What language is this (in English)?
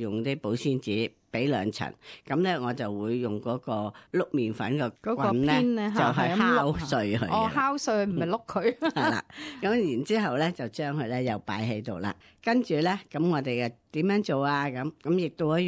Cantonese